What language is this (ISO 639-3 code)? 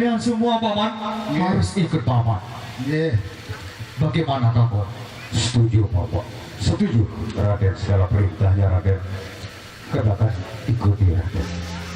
sas